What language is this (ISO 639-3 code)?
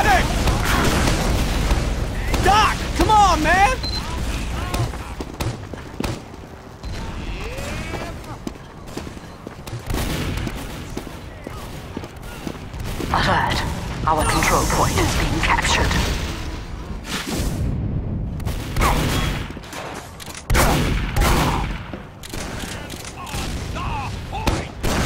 eng